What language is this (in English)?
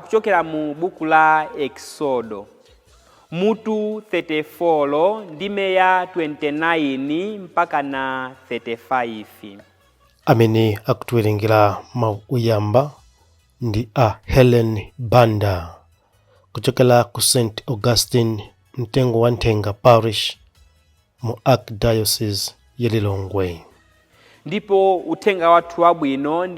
Nyanja